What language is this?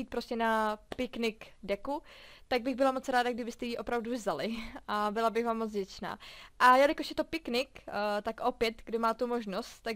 Czech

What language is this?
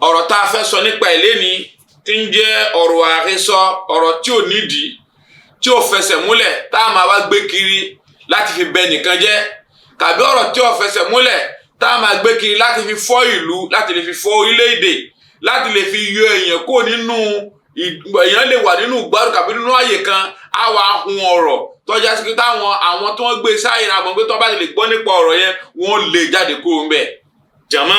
Yoruba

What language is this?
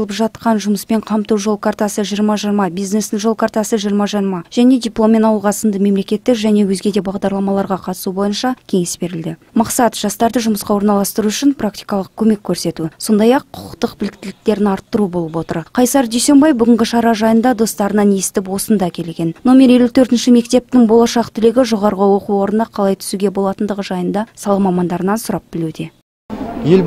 Kazakh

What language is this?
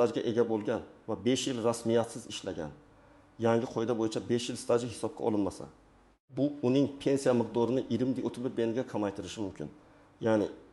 Uzbek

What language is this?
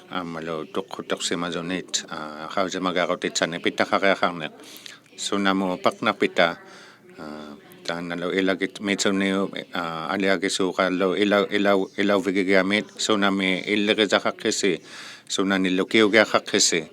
Inuktitut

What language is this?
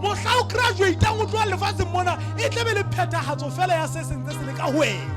Southern Sotho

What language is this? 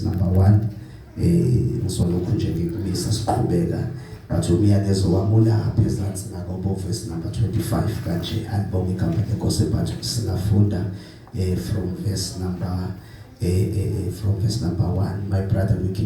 Zulu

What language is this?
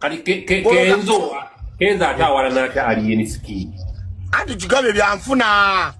Ganda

